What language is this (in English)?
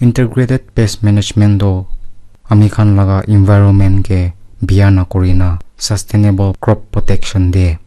Naga Pidgin